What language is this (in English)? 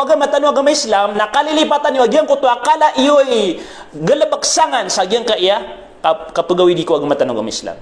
Maranao